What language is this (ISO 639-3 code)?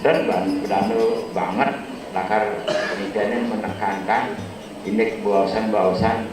ban